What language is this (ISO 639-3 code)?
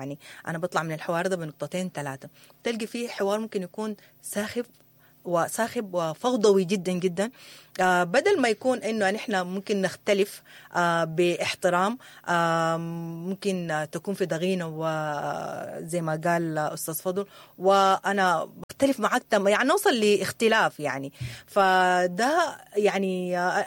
apd